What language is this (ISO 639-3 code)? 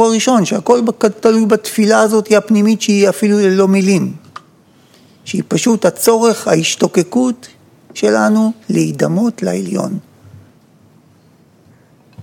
heb